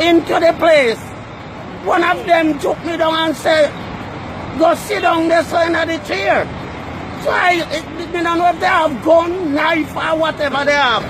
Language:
Jamaican Creole English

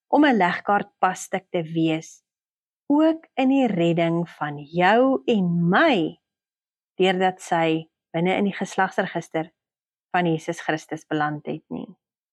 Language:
Afrikaans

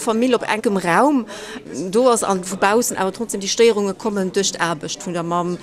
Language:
Luxembourgish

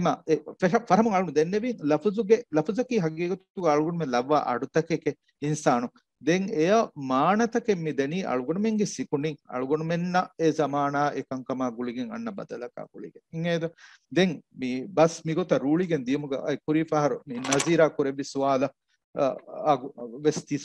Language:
Divehi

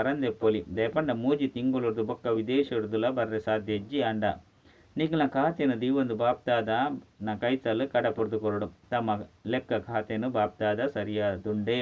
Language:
Tulu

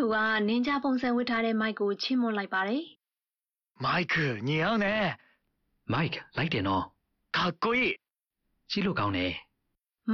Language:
Burmese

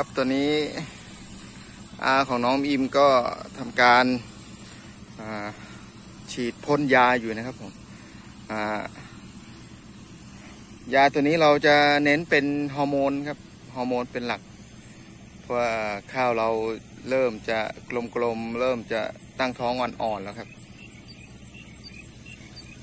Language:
Thai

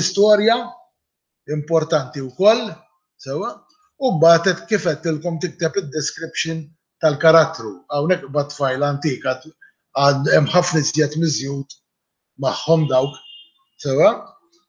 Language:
Maltese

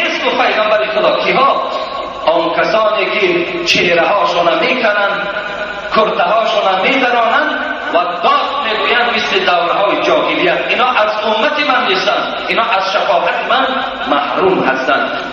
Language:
Tajik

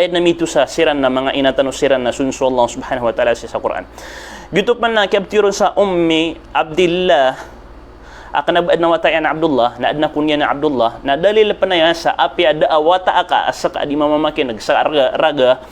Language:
Maranao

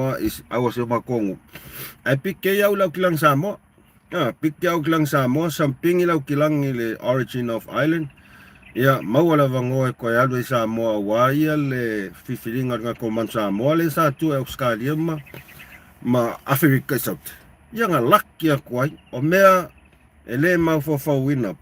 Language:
Samoan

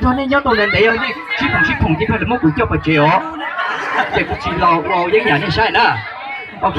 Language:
Hmong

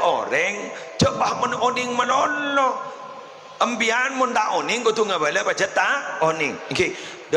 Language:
Madurese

